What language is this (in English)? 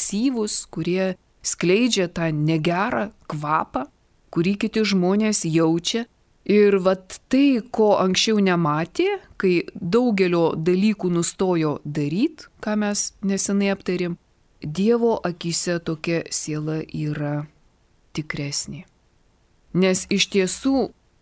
Lithuanian